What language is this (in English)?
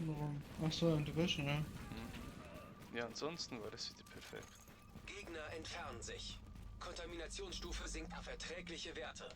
Swiss German